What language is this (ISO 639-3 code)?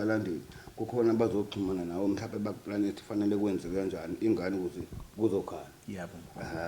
zul